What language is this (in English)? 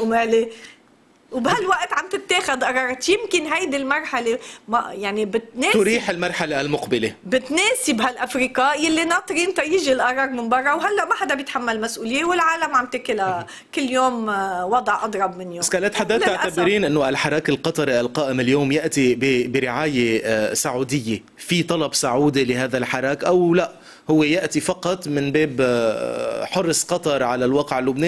North Levantine Arabic